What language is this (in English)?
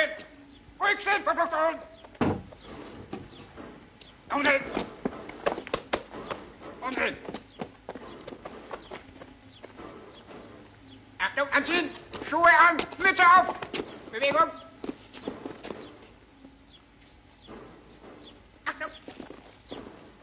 Czech